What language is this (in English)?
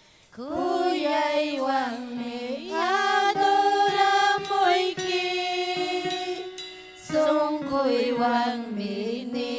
Ayacucho Quechua